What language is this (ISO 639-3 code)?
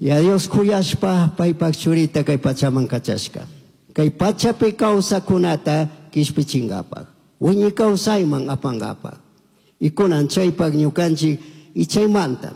qug